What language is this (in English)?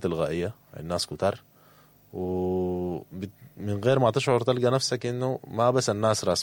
Sudanese Arabic